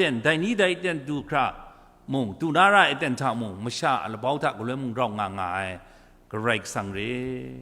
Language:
Kachin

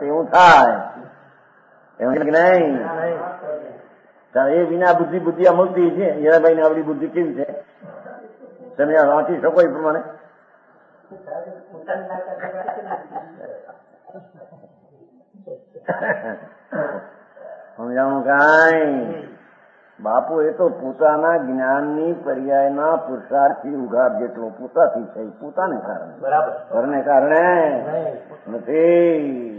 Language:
Gujarati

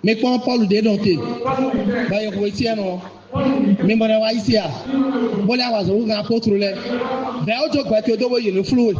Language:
Fon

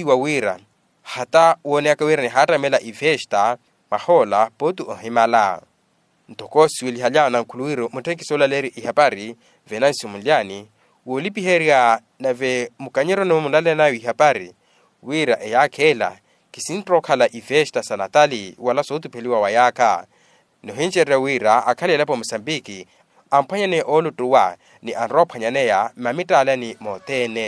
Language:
Makhuwa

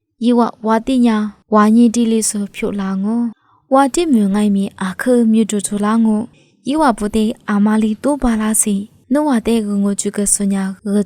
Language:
Lisu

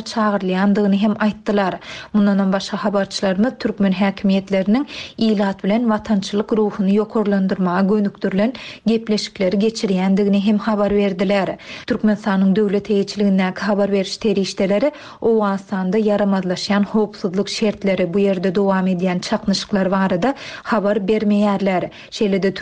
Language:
Turkmen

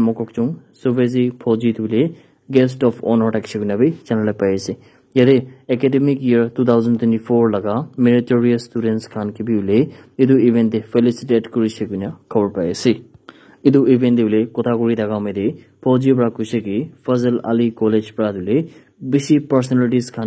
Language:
Naga Pidgin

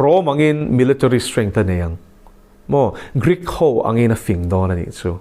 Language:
Mizo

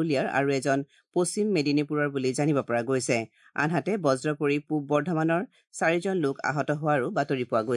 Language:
Assamese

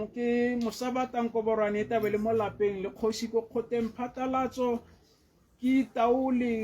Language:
Tswana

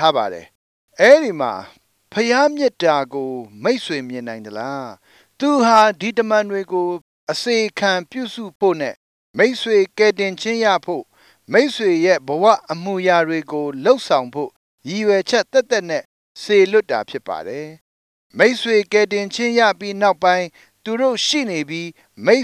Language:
Burmese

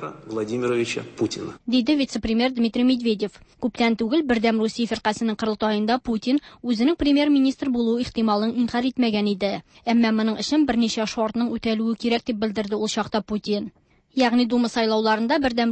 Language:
Tatar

